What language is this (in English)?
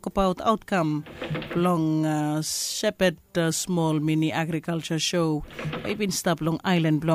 Bislama